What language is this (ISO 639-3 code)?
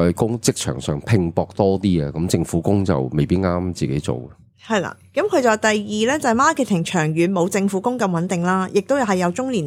yue